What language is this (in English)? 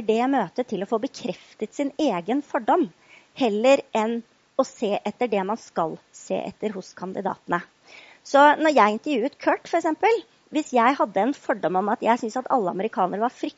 Norwegian